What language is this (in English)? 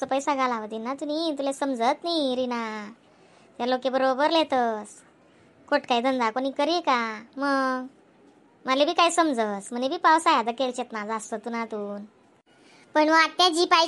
Khandesi